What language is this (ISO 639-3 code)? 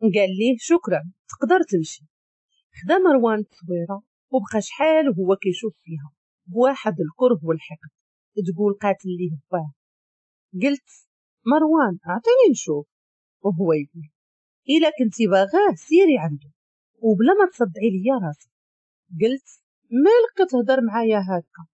ary